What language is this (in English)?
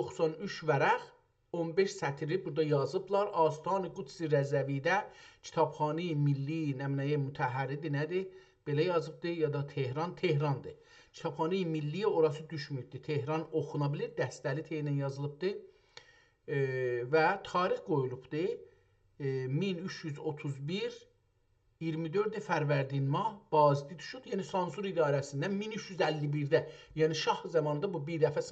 South Azerbaijani